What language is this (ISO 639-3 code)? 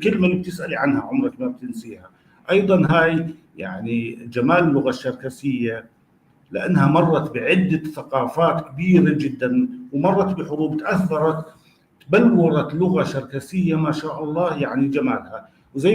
apc